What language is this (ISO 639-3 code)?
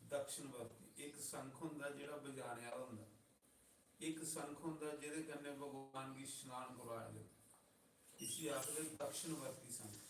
doi